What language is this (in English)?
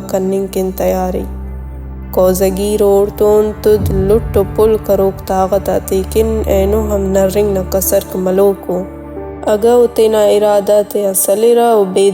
Brahui